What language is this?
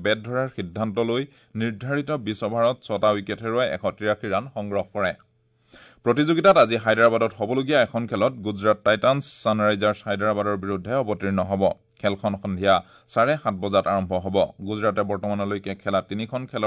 Assamese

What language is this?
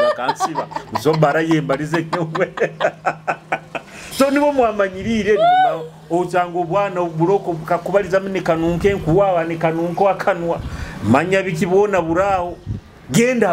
Nyoro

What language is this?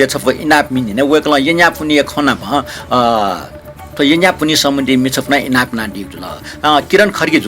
Newari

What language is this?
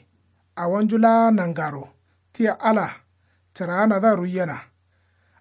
Kanuri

